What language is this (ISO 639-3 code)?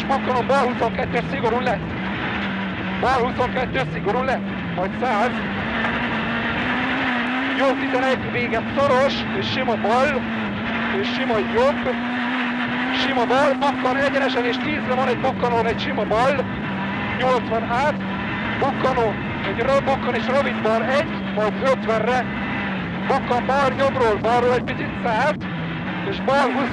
hun